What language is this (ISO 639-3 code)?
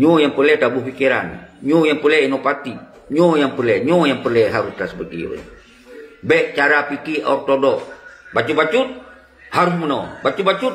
ace